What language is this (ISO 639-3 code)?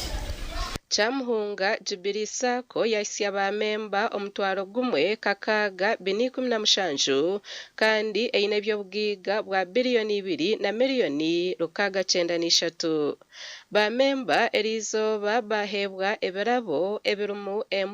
nyn